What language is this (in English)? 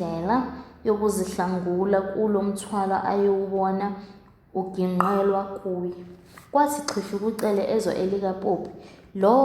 Zulu